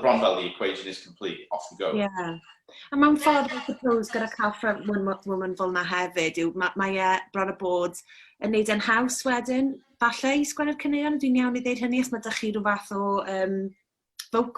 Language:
Welsh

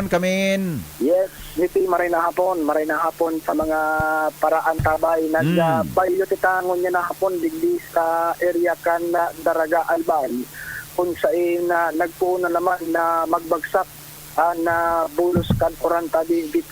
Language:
Bikol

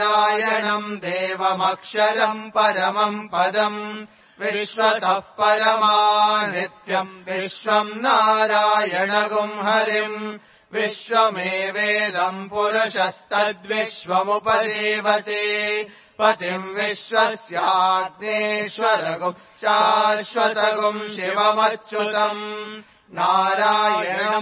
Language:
Sanskrit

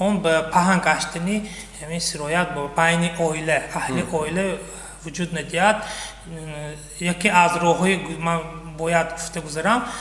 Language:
Tajik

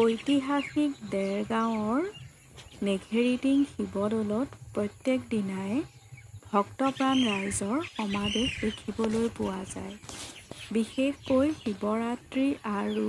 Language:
Assamese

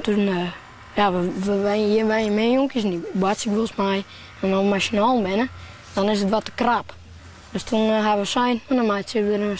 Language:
Western Frisian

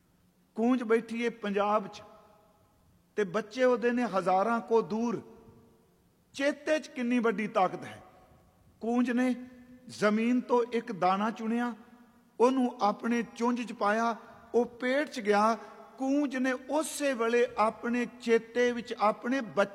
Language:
Punjabi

